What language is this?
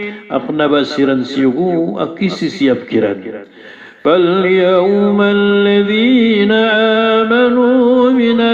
Maranao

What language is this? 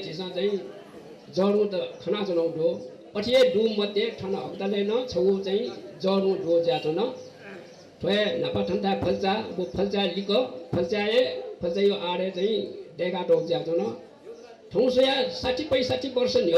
Newari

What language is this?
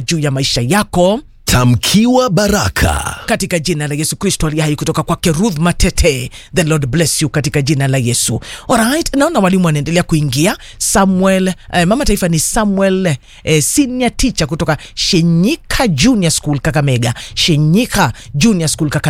Swahili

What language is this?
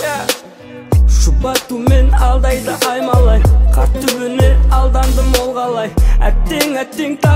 Kazakh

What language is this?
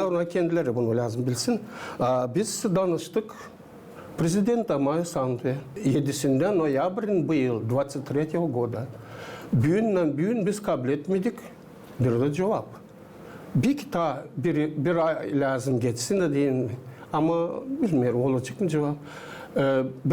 Gagauz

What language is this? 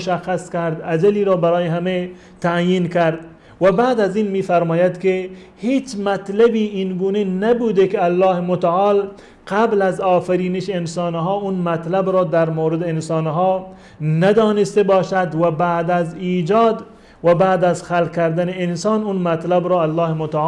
Persian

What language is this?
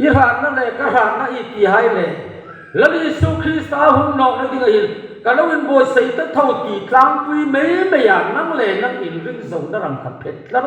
Hmar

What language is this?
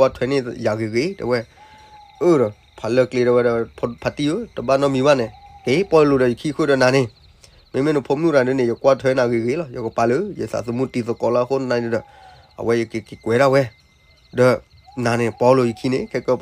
S'gaw Karen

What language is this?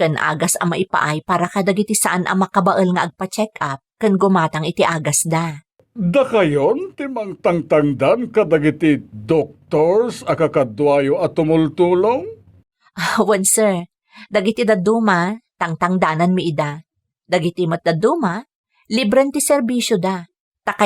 Iloko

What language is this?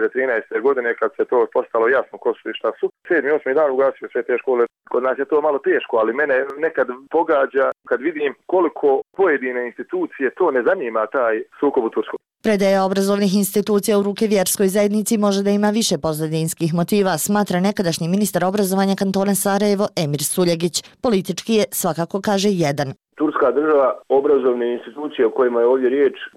Bosnian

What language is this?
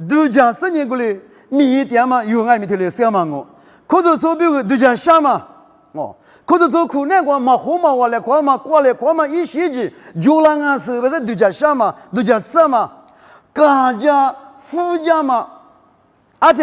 Lisu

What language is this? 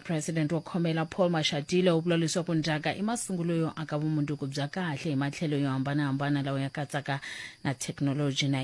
Tsonga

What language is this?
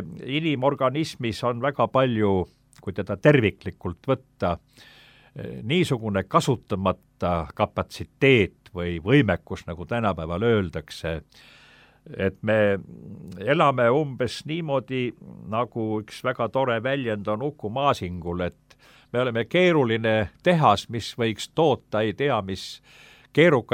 Estonian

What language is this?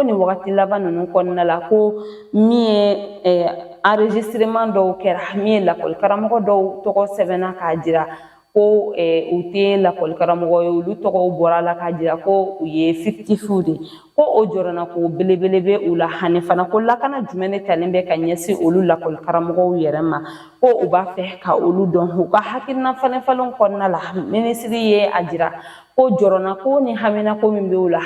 Bambara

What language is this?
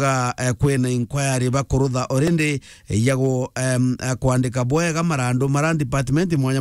Meru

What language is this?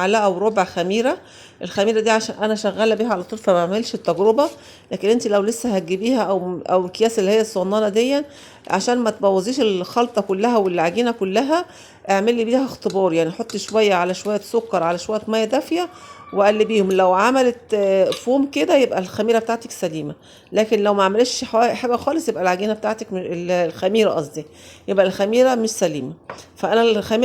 Egyptian Arabic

